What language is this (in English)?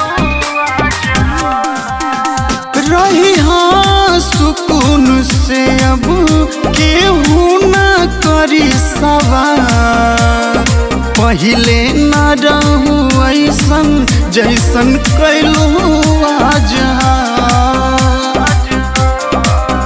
Bhojpuri